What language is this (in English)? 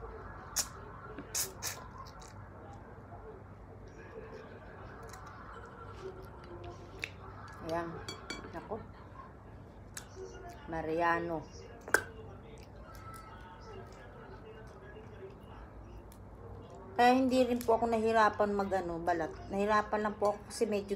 Filipino